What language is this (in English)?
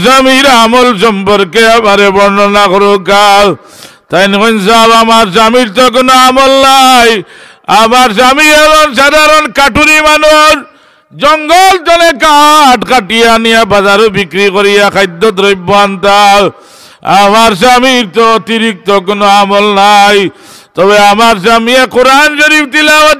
Sylheti